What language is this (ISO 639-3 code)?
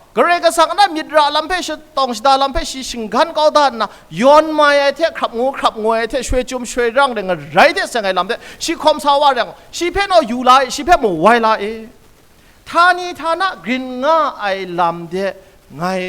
kac